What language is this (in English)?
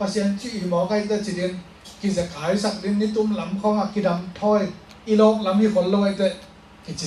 Tedim Chin